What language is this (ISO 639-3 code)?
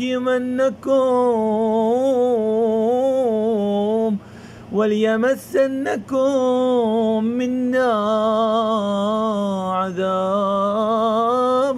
ara